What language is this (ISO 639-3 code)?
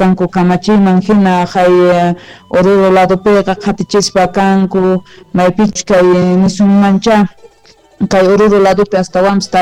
que